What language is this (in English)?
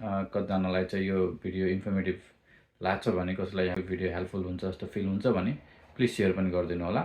Nepali